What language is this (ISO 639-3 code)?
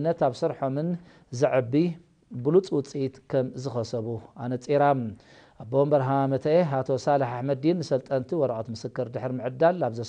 tir